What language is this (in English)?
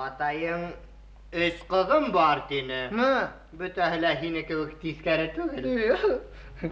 Bashkir